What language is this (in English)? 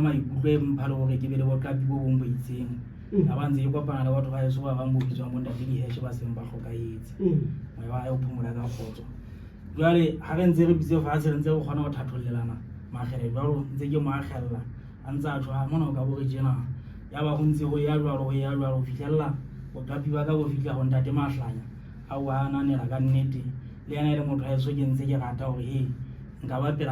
Southern Sotho